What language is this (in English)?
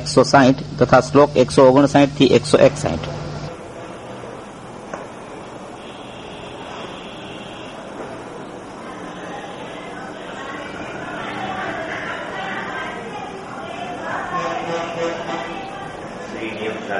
Gujarati